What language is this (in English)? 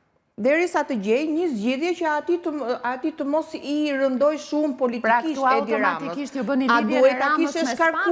Albanian